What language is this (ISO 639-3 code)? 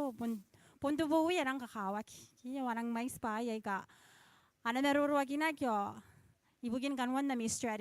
gil